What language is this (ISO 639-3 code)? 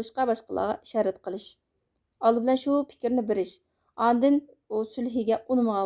uig